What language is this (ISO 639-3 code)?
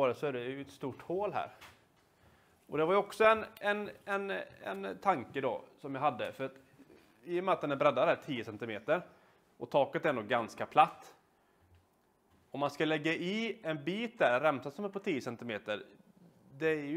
swe